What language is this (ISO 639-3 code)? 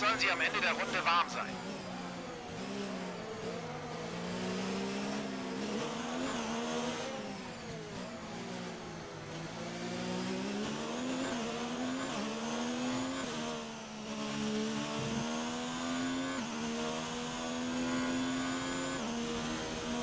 deu